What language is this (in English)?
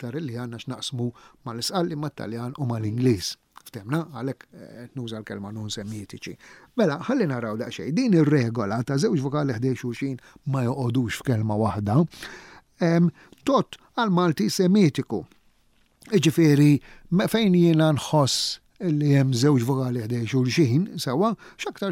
Maltese